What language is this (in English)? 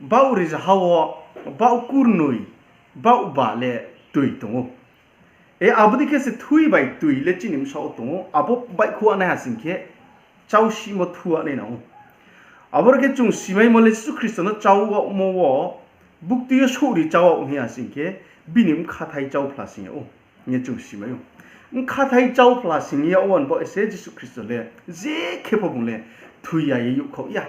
Riang (India)